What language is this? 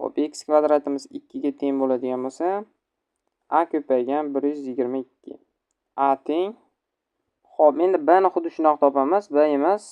Uzbek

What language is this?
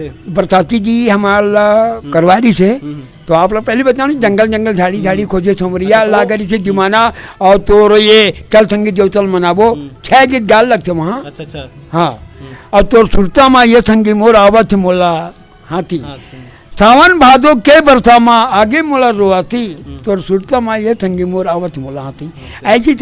Chhattisgarhi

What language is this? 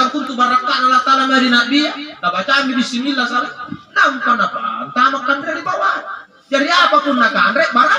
Makasar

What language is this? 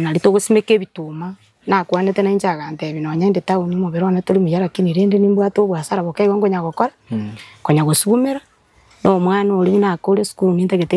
Gusii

